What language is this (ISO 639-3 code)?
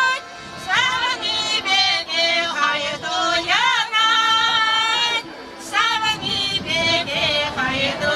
chv